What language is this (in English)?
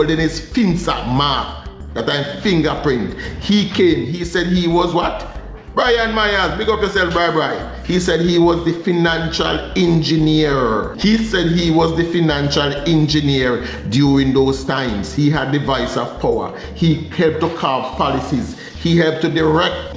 Jamaican Creole English